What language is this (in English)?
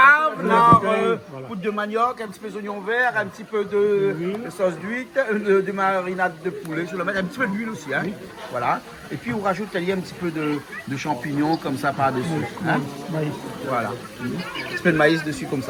Réunion Creole French